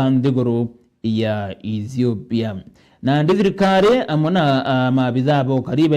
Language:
Meru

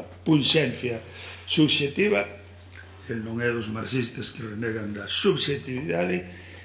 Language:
Galician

